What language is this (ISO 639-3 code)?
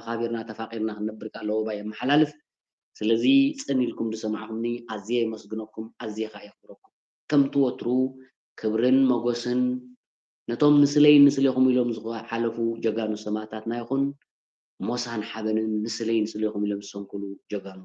tir